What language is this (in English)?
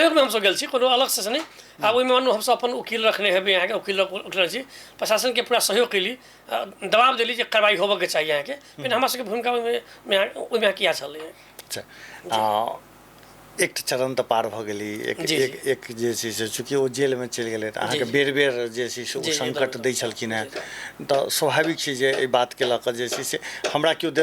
Maithili